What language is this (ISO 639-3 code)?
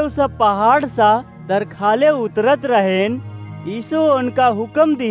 awa